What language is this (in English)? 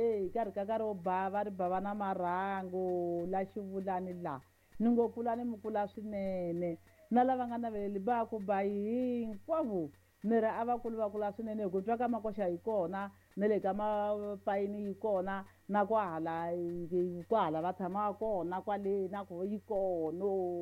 Tsonga